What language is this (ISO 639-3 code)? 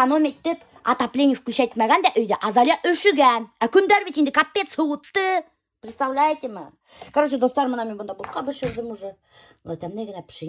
bak